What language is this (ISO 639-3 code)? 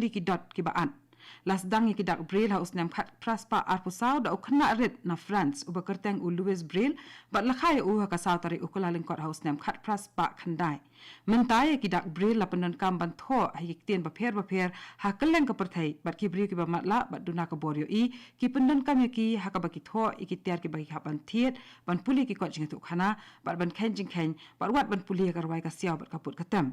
kha